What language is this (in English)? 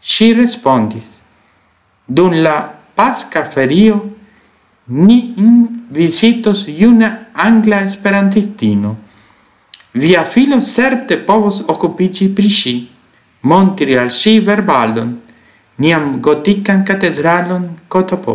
Esperanto